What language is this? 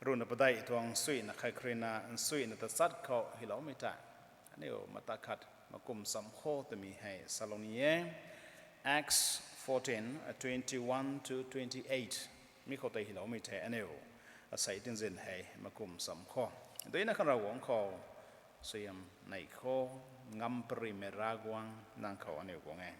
Rongmei Naga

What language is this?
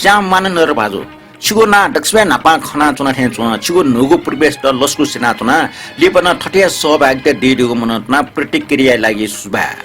Newari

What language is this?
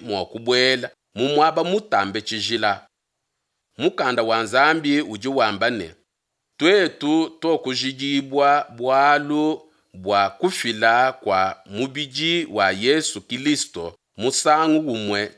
Luba-Lulua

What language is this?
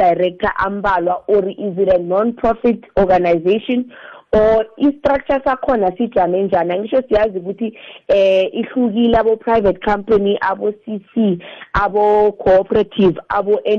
South Ndebele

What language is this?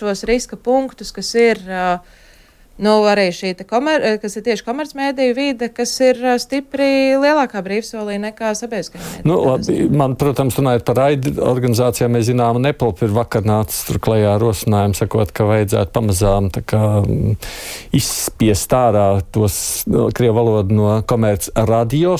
Latvian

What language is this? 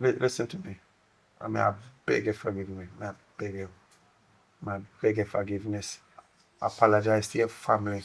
Jamaican Creole English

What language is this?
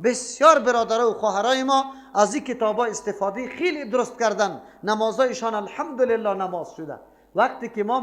Persian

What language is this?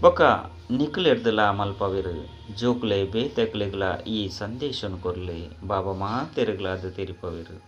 Tulu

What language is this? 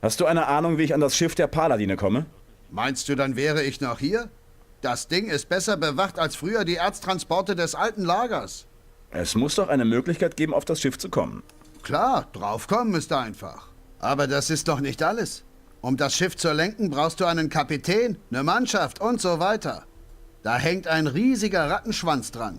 Bavarian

